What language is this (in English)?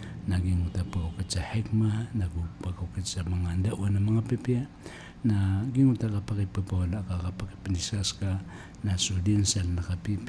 Maranao